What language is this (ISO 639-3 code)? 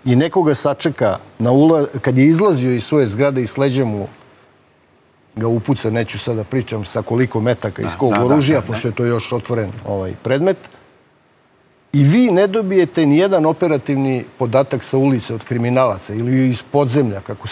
srp